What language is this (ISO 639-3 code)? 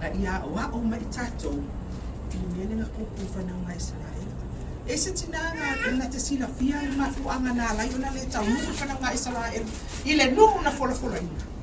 smo